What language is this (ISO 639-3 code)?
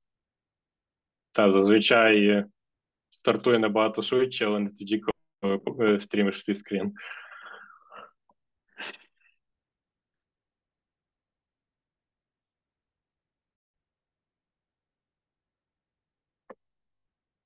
ukr